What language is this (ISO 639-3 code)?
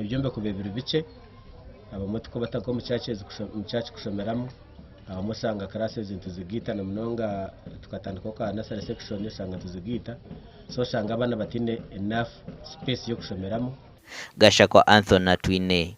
nyn